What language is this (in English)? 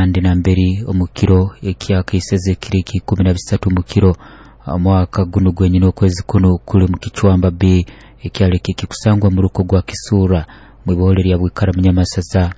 Nyoro